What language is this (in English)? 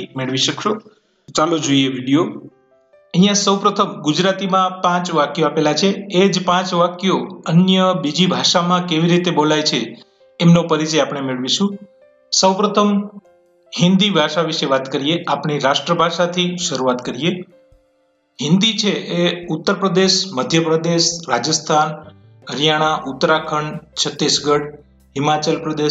Gujarati